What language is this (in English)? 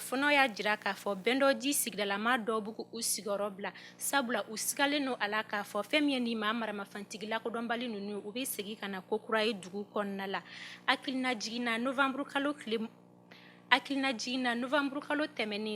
Bambara